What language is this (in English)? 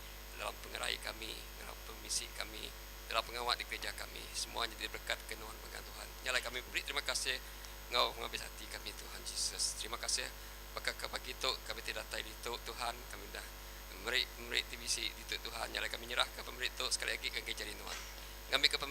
Iban